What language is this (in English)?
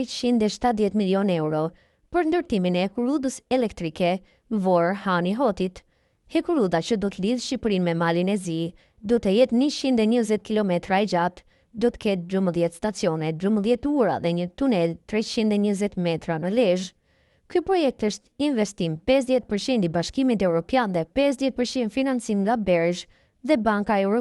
Albanian